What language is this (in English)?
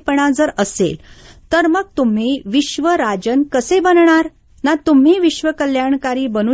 Marathi